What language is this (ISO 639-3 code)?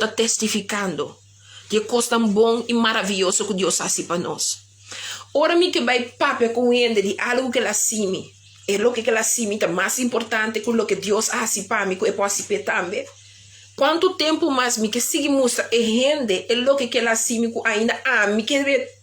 pap